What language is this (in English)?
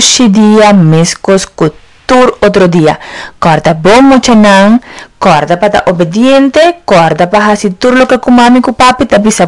Papiamento